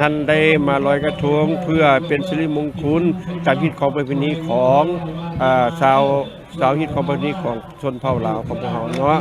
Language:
Lao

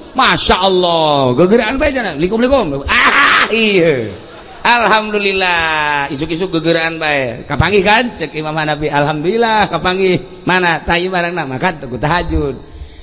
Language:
Sundanese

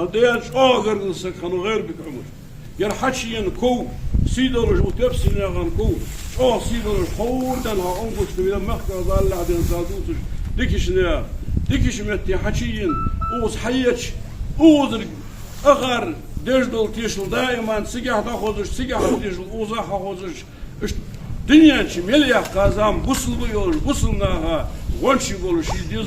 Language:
Ingush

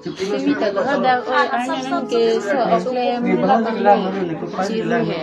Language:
Karbi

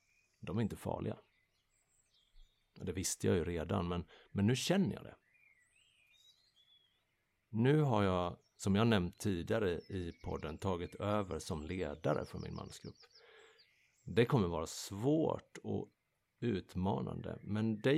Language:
Swedish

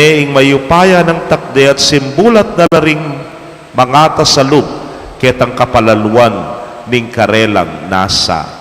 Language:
Pampanga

